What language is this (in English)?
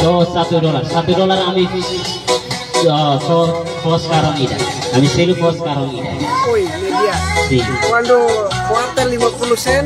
Tetum